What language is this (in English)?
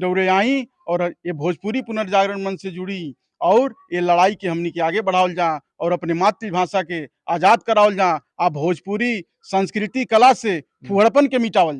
Bhojpuri